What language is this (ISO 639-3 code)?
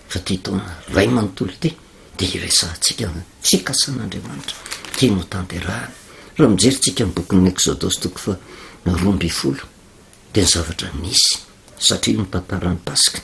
mlg